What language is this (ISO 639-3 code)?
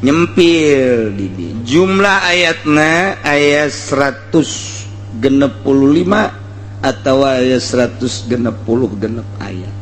sun